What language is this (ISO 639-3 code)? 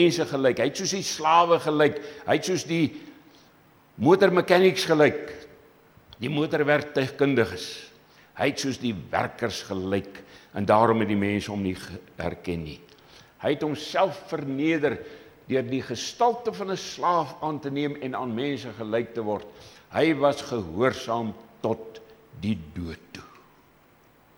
afr